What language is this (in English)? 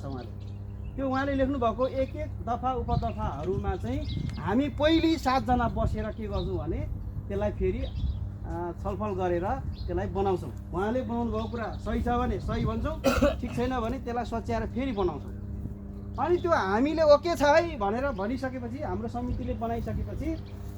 Nepali